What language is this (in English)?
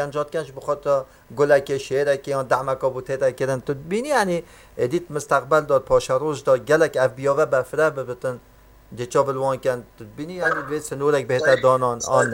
Kurdish